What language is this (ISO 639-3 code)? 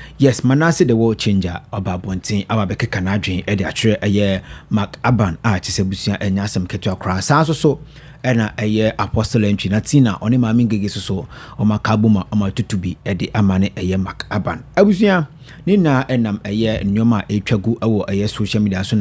aka